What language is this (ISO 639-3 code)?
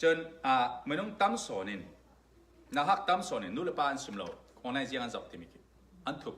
cfm